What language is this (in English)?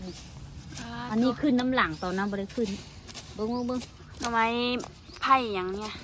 Northeastern Thai